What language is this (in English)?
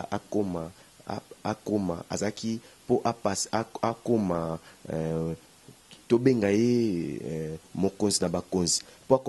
Lingala